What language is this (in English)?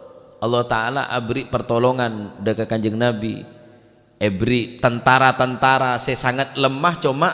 Madurese